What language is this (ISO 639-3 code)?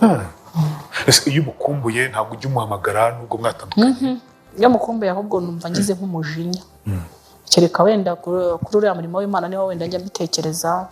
kin